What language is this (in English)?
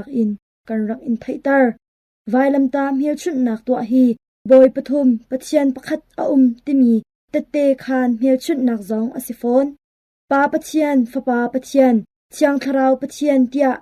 Hakha Chin